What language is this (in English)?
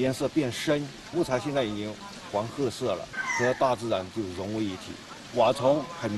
Chinese